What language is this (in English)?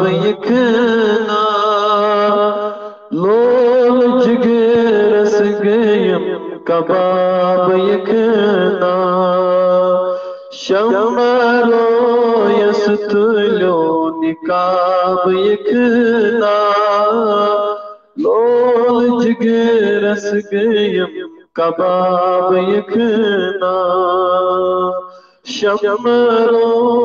Kashmiri